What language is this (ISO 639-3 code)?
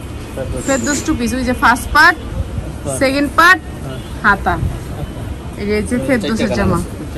ben